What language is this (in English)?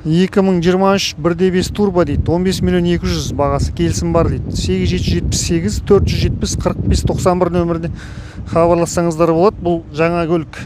Kazakh